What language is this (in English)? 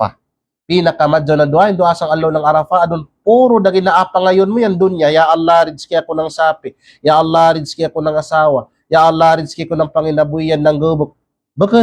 Kalagan